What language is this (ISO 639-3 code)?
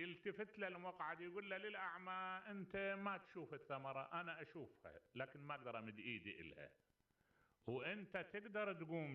acm